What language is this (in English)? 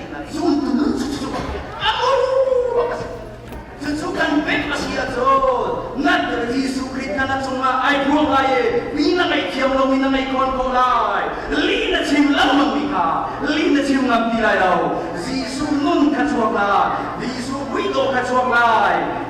Hakha Chin